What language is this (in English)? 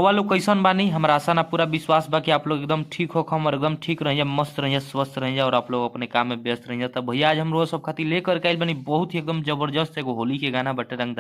Bhojpuri